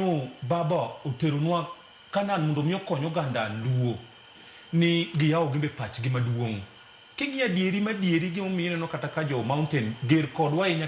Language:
Luo (Kenya and Tanzania)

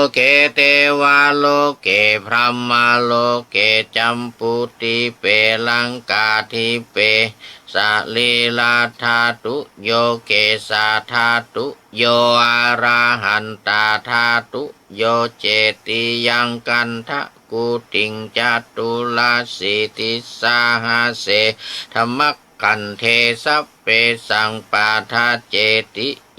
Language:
Pali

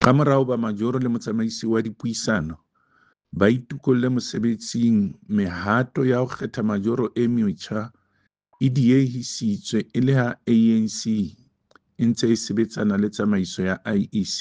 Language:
Southern Sotho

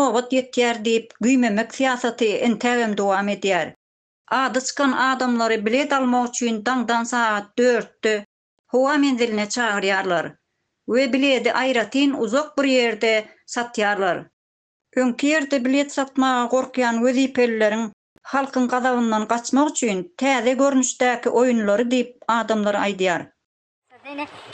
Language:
Turkmen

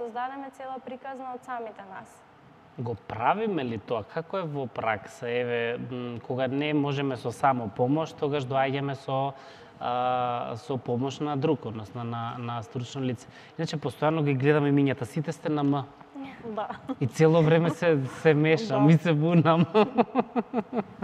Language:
Macedonian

